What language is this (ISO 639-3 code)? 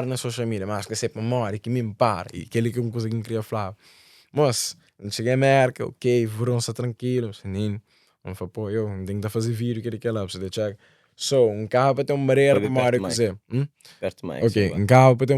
kea